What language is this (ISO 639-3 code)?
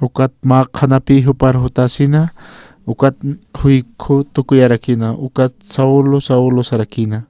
aym